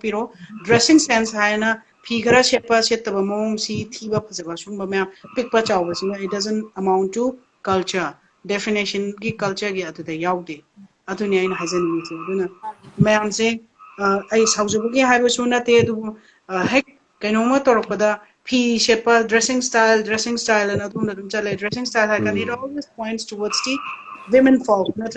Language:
Manipuri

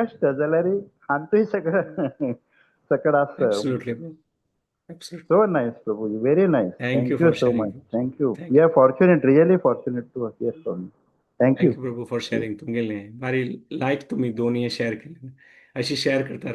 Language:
Konkani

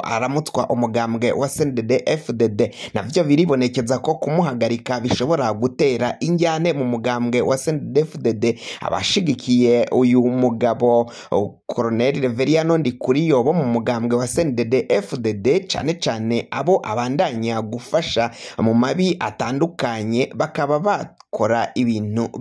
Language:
Rundi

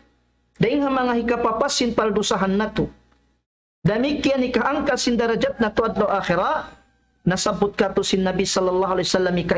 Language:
Tausug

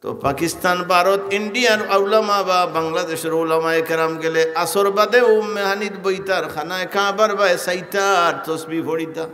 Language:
Sylheti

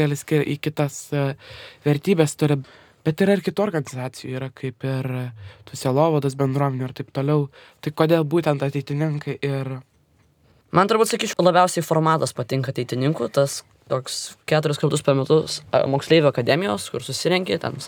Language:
Lithuanian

